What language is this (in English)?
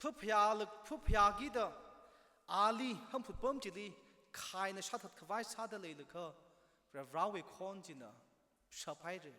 Tangkhul Naga (India)